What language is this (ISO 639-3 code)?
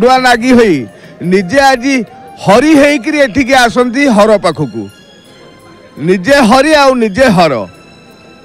ori